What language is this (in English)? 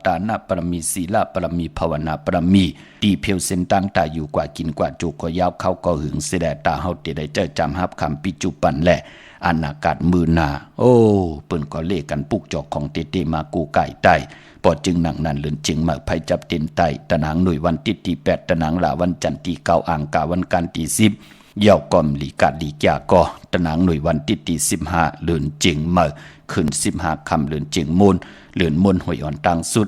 Shan